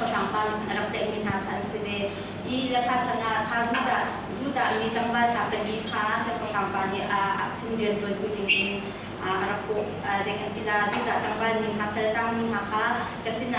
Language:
Hakha Chin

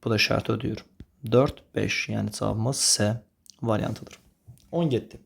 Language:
Azerbaijani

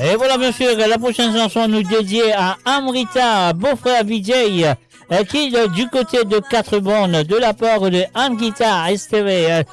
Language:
Morisyen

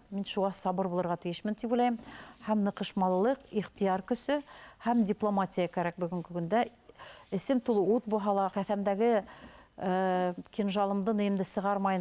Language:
Bashkir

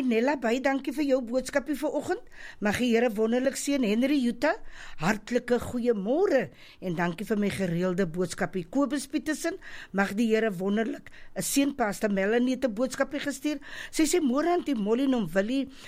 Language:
Afrikaans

